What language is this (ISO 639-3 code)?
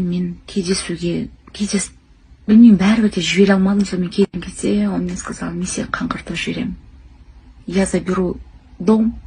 kaz